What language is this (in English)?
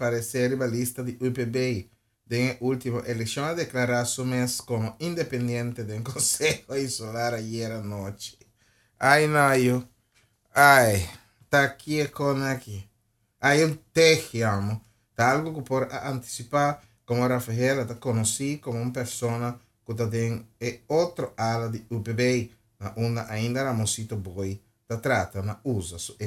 Papiamento